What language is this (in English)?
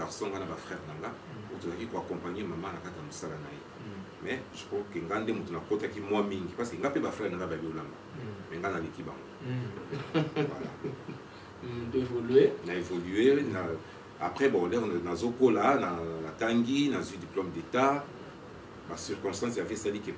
Lingala